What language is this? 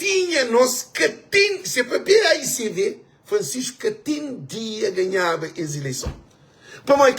Kabuverdianu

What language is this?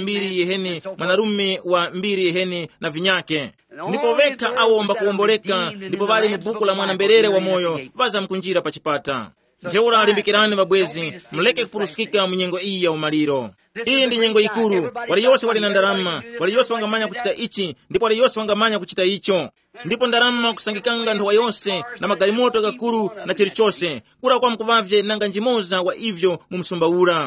Tumbuka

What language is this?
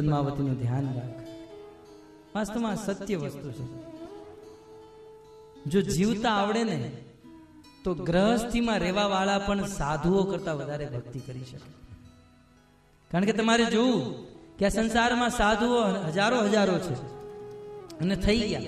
Gujarati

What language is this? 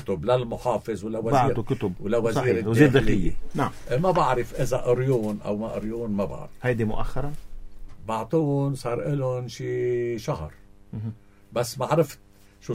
North Levantine Arabic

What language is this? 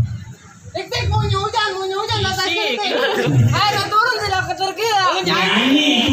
Betawi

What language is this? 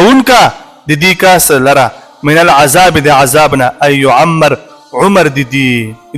Pashto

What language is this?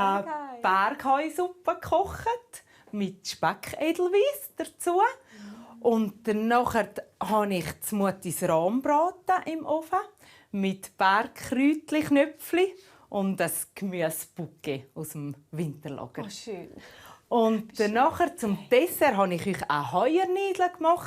Swiss German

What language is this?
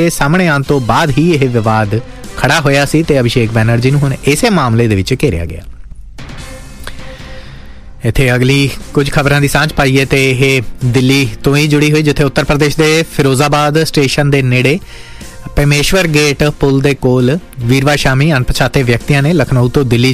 Punjabi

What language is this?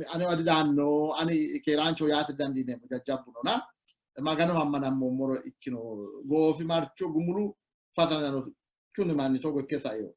Sidamo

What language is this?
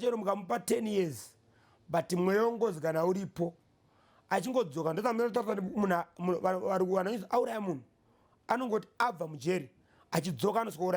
Shona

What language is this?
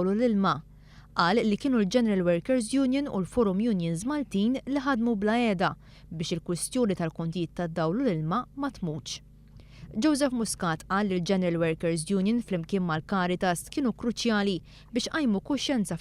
Maltese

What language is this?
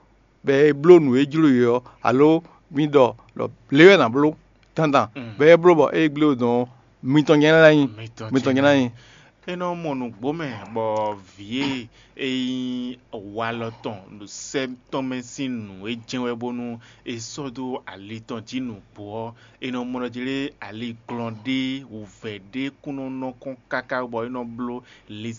Fon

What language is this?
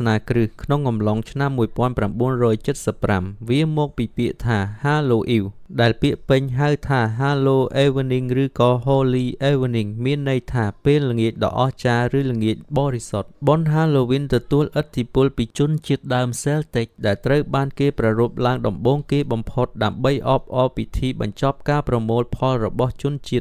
Khmer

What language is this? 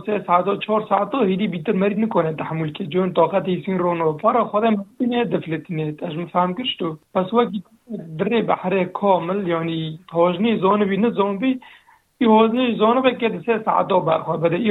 Kurdish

